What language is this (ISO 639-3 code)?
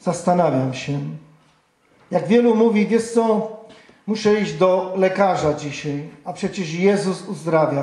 pol